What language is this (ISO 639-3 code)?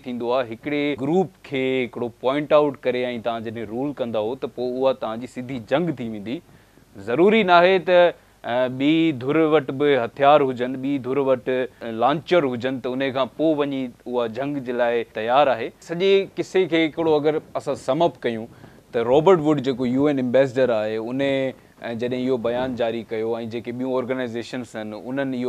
snd